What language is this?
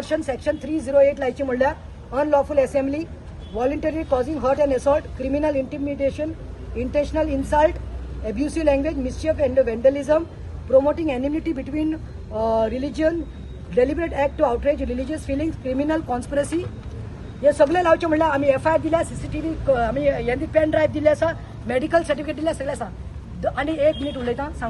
Konkani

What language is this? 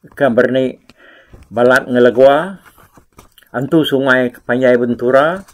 Iban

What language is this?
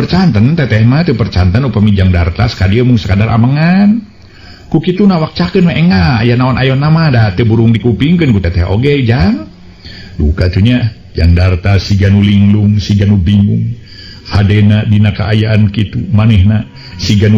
Sundanese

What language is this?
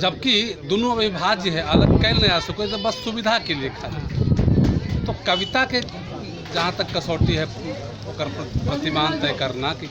Magahi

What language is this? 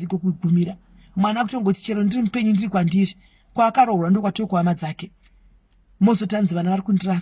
Shona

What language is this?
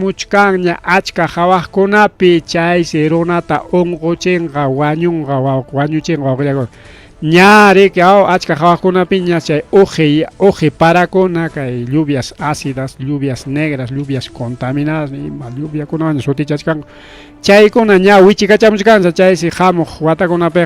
Ayacucho Quechua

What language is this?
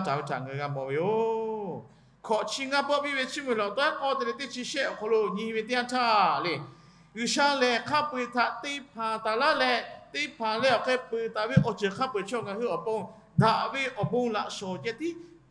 Lahu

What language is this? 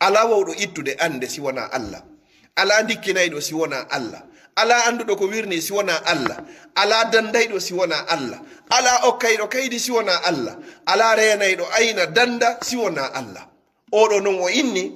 Fula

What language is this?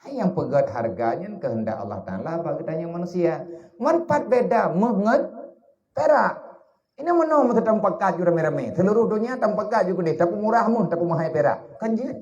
Achinese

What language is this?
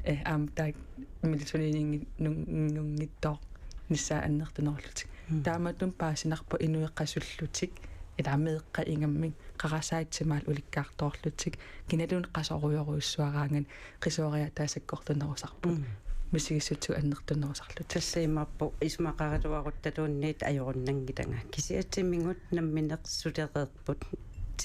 Kalaallisut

